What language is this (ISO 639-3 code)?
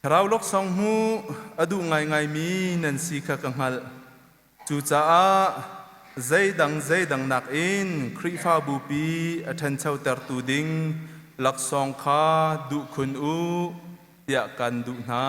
cnh